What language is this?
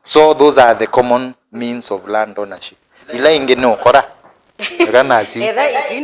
Kamba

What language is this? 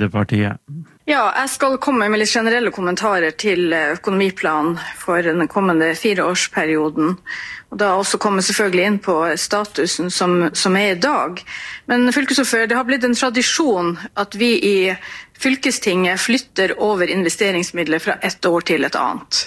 Norwegian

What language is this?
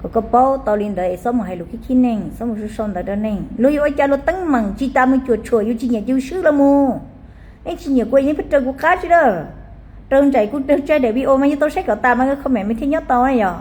Hmong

